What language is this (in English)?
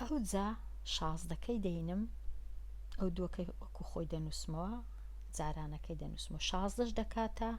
Central Kurdish